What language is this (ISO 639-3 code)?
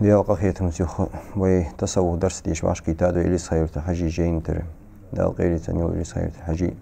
inh